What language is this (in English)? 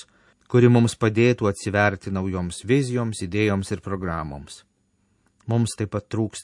Lithuanian